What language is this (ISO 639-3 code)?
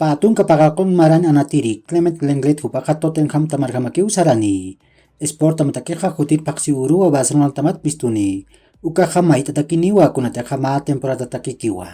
aym